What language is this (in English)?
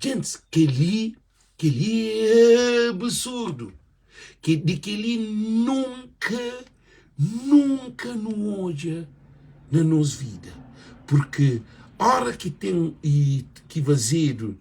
Kabuverdianu